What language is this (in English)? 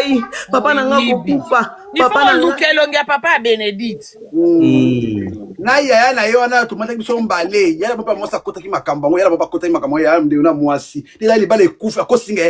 Lingala